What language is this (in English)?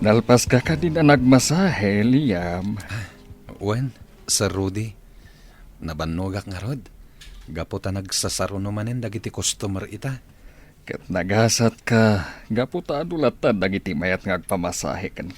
Iloko